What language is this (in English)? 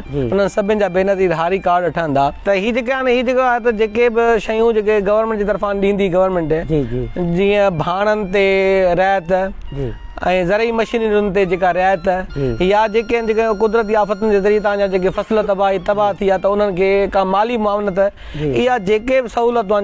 Sindhi